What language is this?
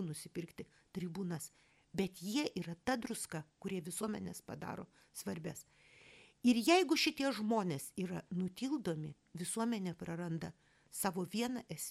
Lithuanian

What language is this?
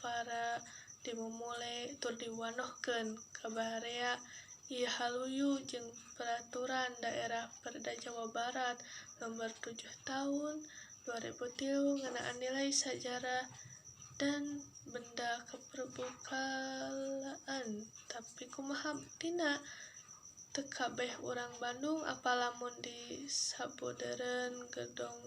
Sundanese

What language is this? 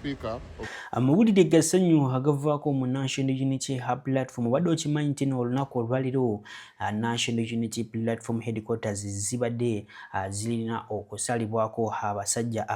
Ganda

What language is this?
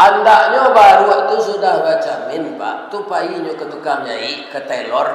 Minangkabau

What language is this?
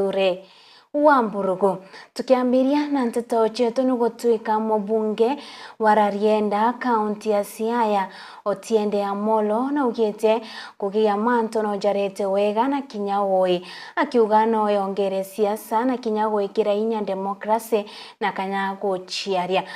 Meru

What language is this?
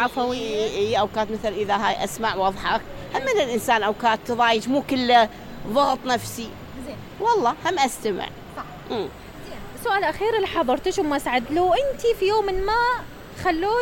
Mesopotamian Arabic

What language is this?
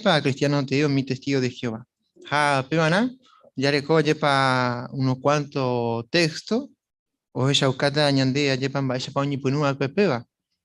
Guarani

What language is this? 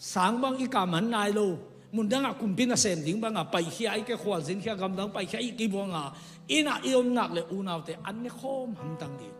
Tedim Chin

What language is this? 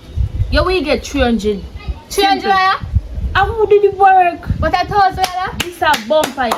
Jamaican Creole English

